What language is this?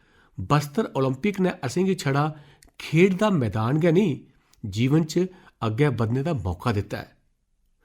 Dogri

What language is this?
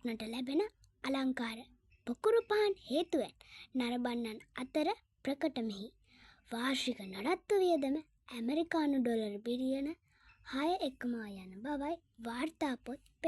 Sinhala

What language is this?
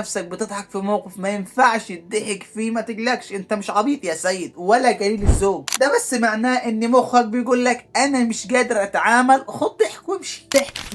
Egyptian Arabic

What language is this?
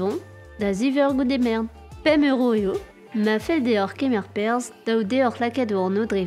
Breton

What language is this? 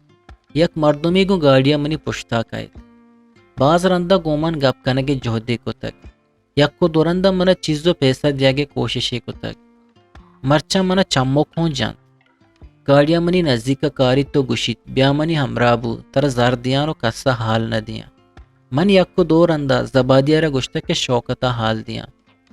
Eastern Balochi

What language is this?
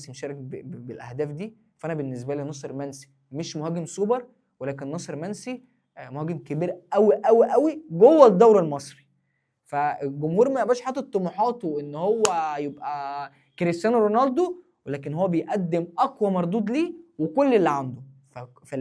Egyptian Arabic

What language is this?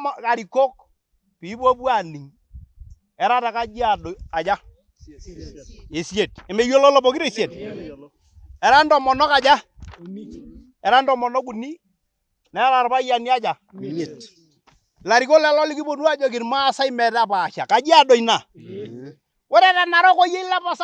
Masai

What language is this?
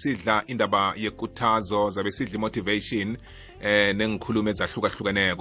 South Ndebele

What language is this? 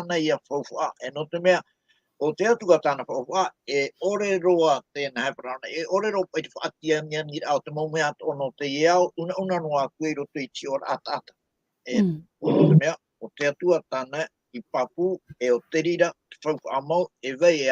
Tahitian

